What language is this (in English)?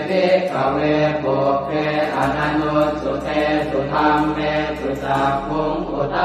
Pali